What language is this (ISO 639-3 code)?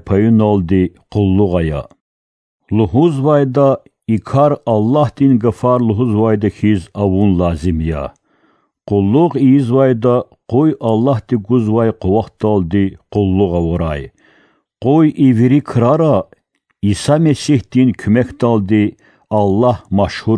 lez